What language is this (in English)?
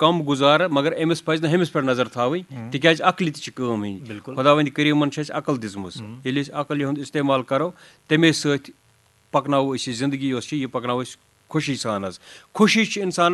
Kashmiri